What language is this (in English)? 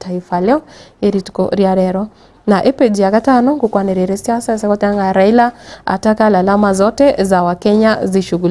Gusii